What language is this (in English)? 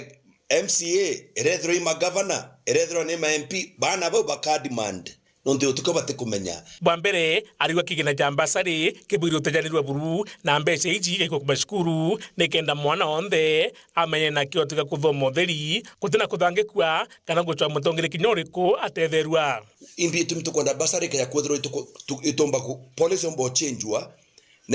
Meru